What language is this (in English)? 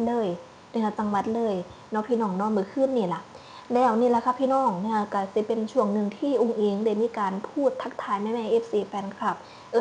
Northeastern Thai